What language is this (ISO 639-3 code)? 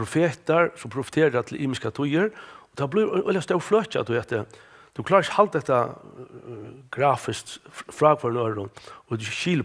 fao